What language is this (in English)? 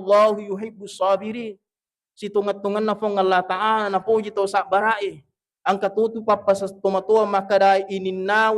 Buginese